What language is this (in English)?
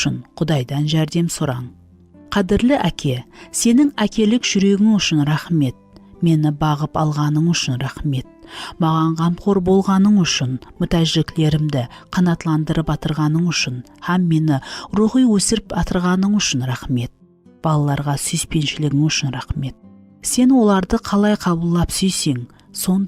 Kara-Kalpak